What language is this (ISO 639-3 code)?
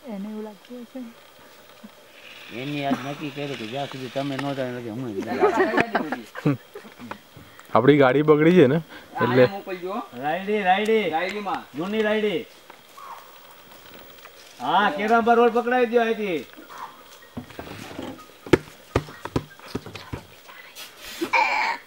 guj